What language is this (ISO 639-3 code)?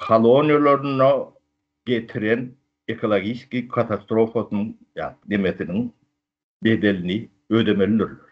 tuk